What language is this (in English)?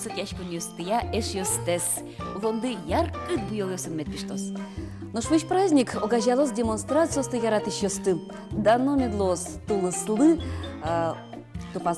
Udmurt